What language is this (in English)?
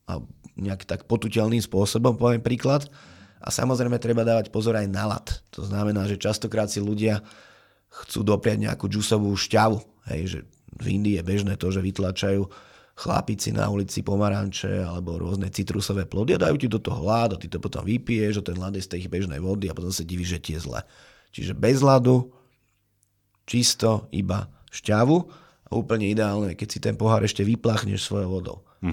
Slovak